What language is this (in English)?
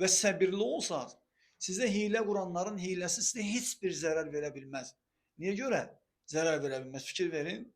Azerbaijani